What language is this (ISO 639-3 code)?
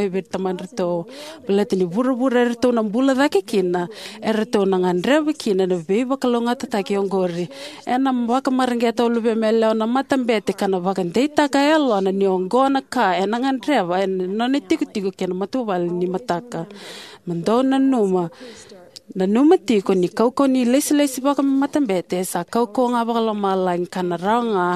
fij